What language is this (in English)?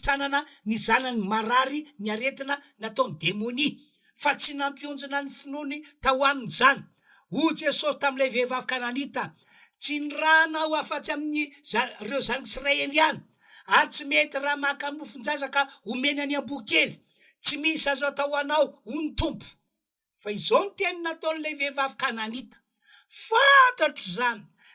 Malagasy